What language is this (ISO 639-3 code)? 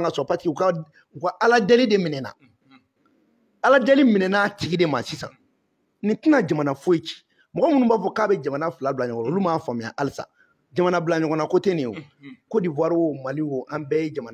bam